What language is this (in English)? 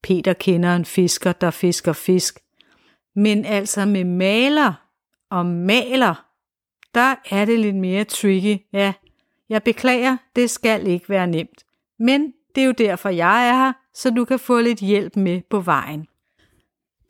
Danish